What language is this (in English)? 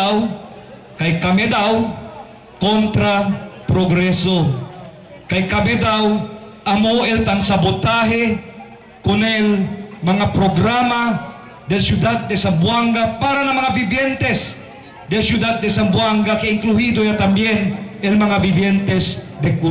Chavacano